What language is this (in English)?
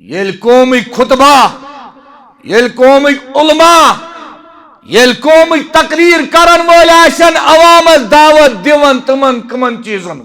Kashmiri